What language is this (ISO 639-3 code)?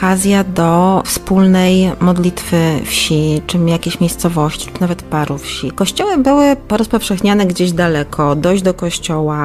pol